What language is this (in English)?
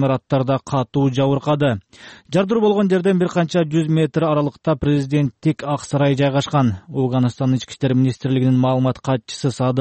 Kyrgyz